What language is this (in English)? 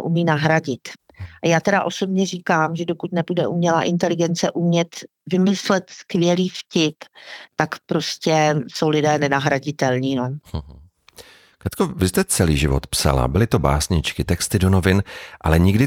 Czech